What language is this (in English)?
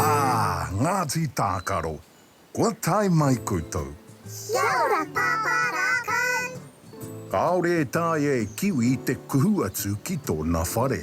Māori